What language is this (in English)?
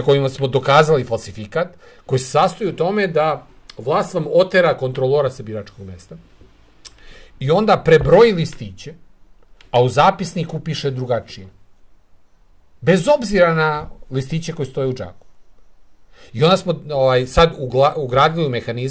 Serbian